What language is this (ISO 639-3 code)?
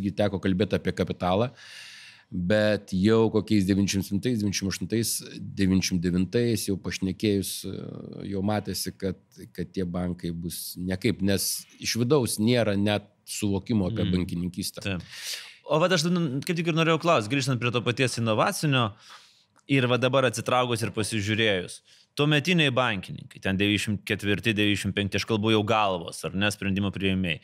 lit